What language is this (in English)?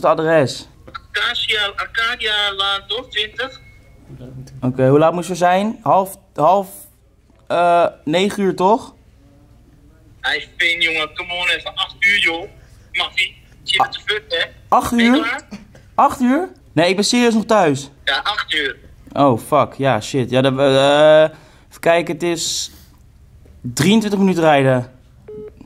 Dutch